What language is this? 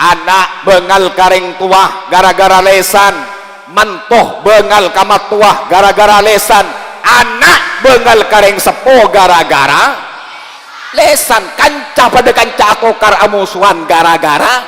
Madurese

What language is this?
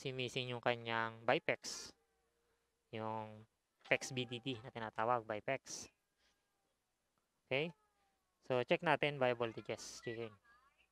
Filipino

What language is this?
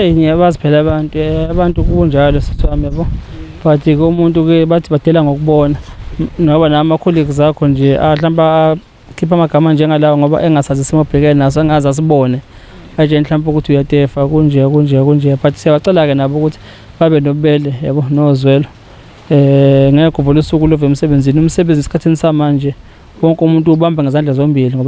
Zulu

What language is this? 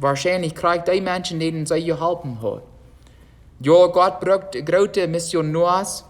Plautdietsch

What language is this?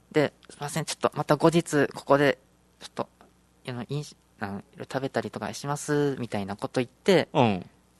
Japanese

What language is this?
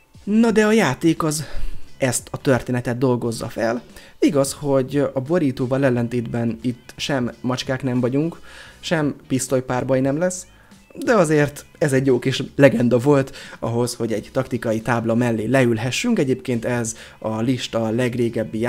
Hungarian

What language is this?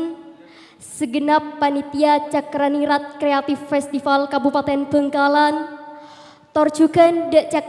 Madurese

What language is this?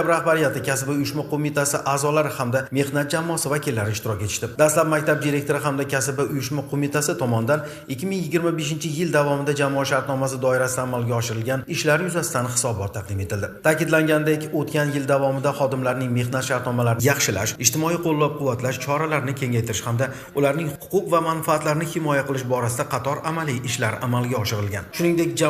Uzbek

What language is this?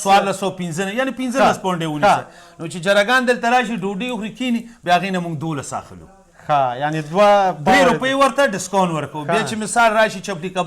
Pashto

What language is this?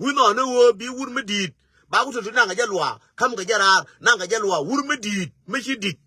Nuer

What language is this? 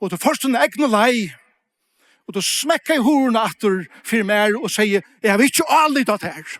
Faroese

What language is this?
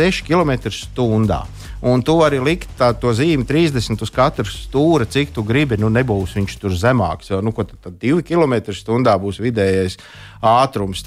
Latvian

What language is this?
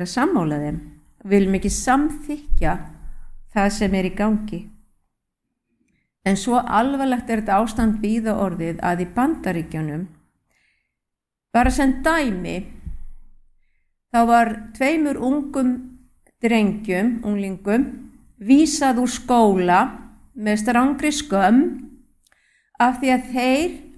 Icelandic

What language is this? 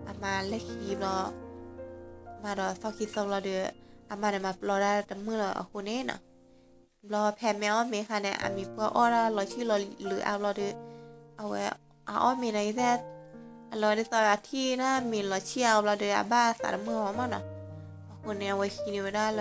S'gaw Karen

